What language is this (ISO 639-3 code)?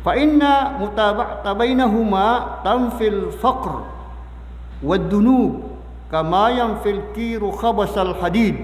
mrw